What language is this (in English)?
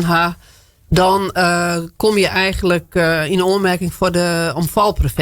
Western Frisian